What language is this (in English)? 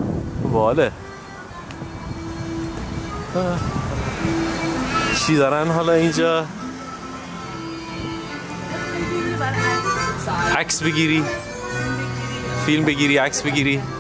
Persian